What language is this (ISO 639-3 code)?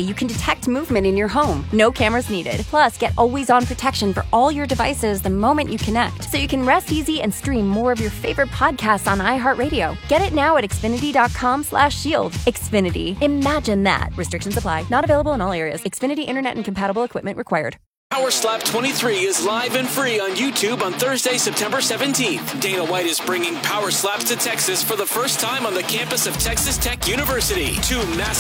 eng